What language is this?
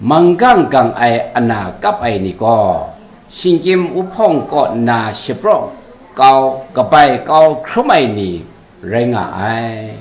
Kachin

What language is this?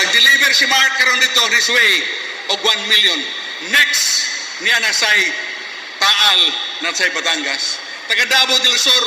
Cebuano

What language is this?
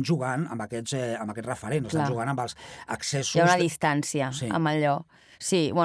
Catalan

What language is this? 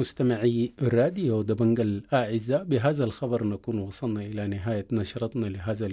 Sudanese Arabic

